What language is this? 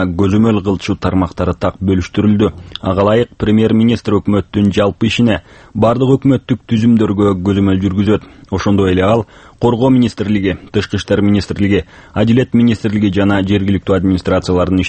Kyrgyz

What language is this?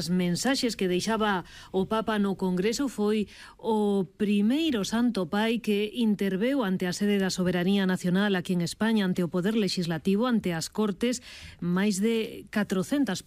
Galician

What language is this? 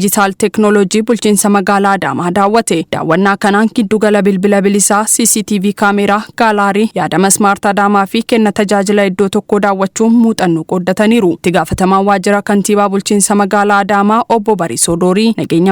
Oromo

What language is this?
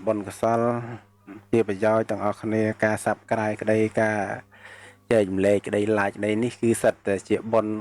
Khmer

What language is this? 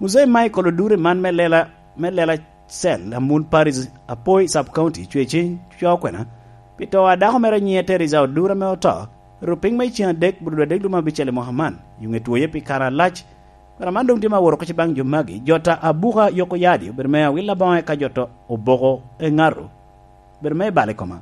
Lango (Uganda)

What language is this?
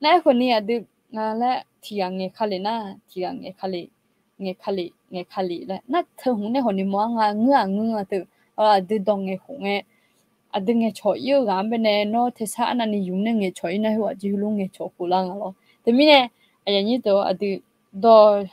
Akha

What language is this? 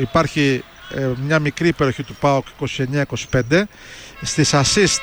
Greek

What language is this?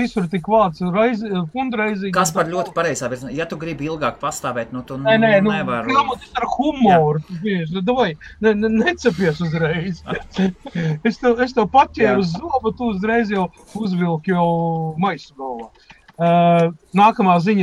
Latvian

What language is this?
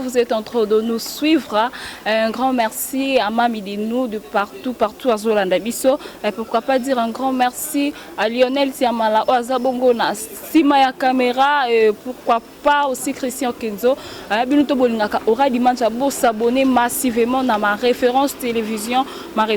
Lingala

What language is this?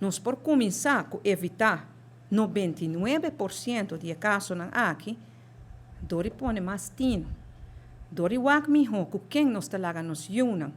Papiamento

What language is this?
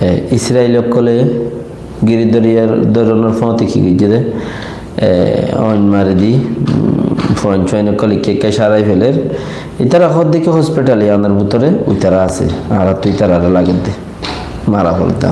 Rohingya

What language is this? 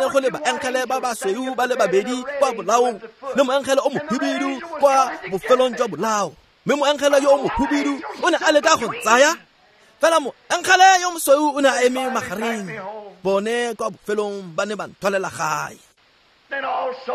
Tswana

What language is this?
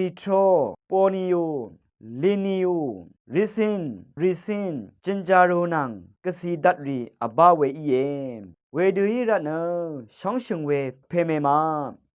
Rawang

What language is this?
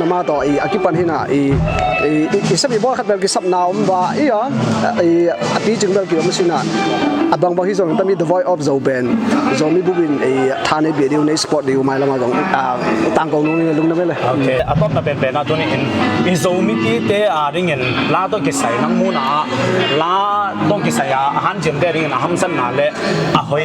Tedim Chin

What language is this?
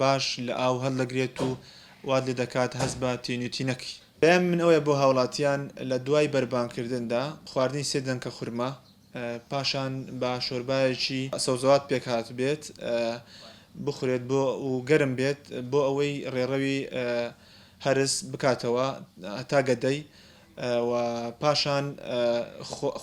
Central Kurdish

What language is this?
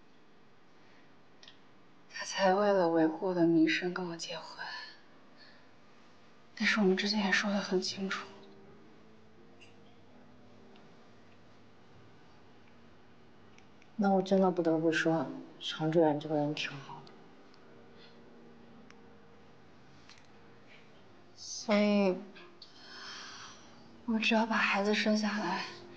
Chinese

